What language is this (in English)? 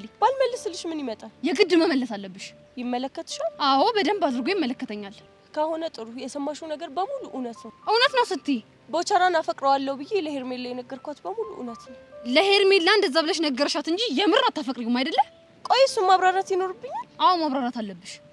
Amharic